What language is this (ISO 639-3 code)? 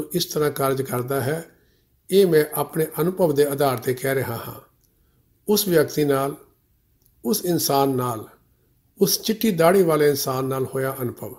pan